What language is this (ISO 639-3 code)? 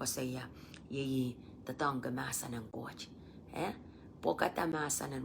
pon